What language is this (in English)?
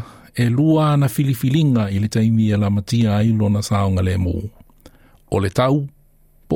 Samoan